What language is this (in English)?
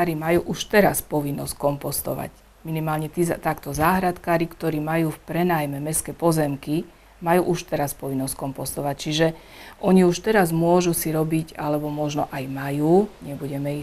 Slovak